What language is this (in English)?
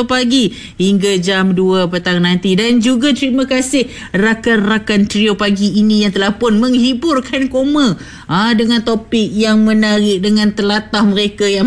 Malay